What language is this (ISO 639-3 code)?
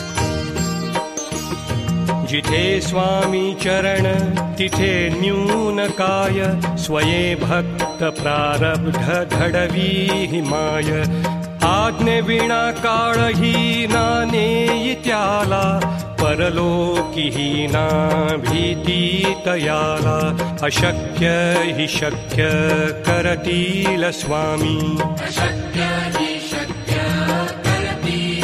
mar